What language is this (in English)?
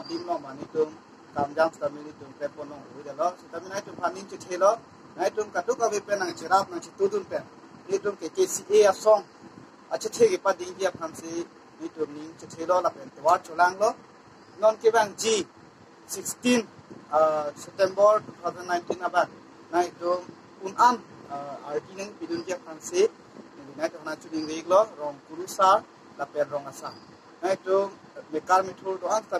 Karbi